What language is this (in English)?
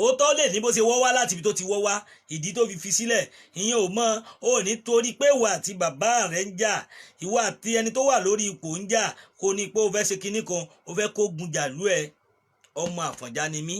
Yoruba